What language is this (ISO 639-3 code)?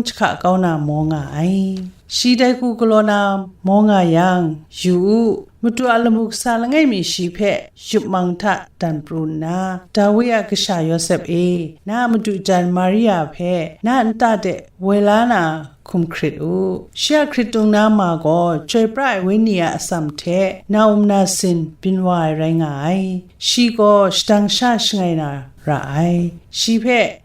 kac